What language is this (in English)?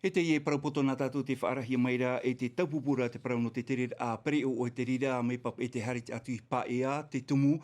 Tahitian